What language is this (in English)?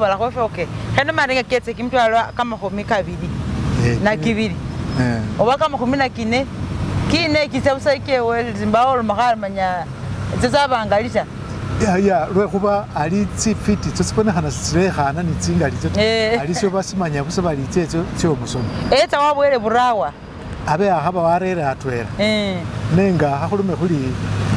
Masaaba